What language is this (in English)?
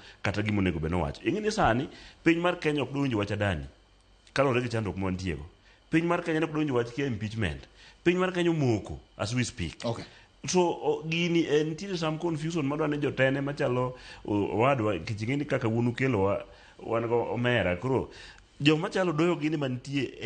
Luo (Kenya and Tanzania)